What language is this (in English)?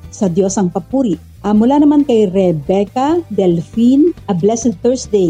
Filipino